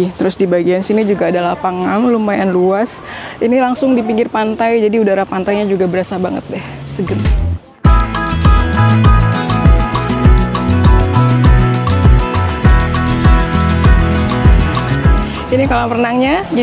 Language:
Indonesian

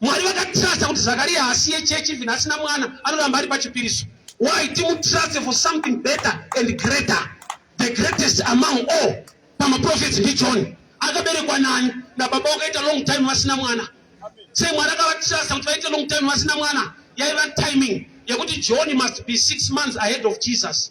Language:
Shona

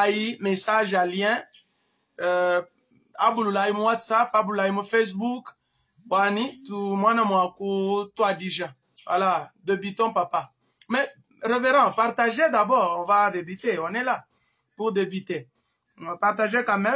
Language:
Luba-Lulua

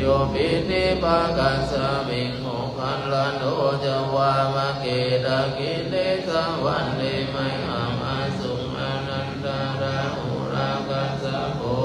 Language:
Pali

